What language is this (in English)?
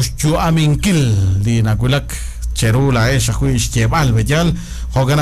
Kekchí